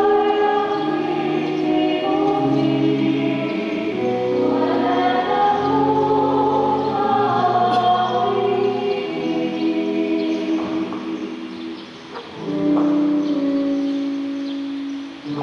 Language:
Filipino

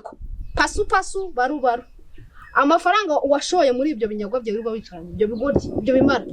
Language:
Kinyarwanda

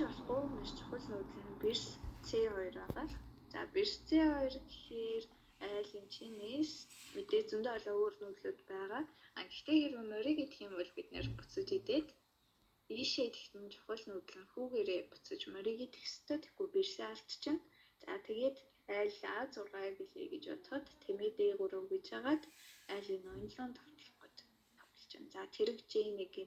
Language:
Mongolian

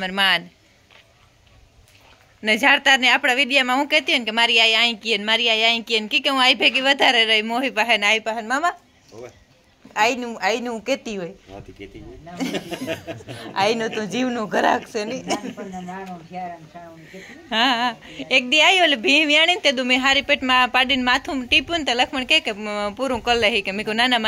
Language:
Gujarati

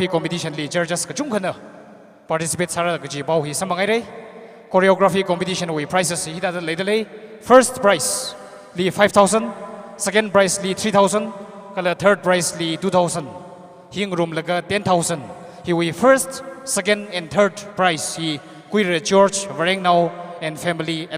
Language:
Tangkhul Naga (India)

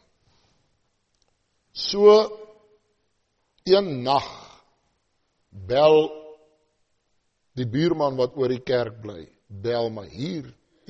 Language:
Afrikaans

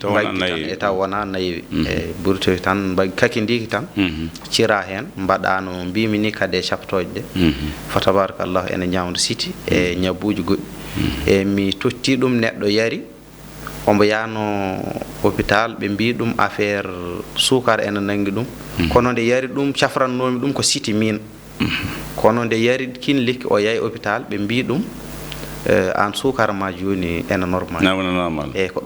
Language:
Fula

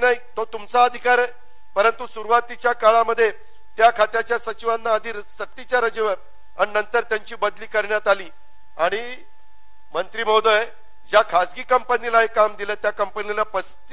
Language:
Marathi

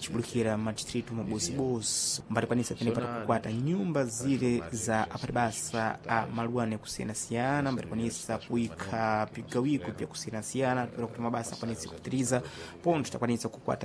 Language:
Sena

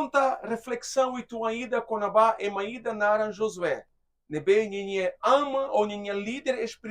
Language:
Tetum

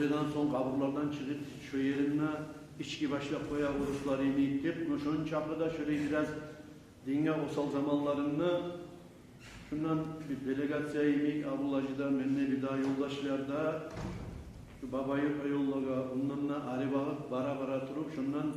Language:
Kumyk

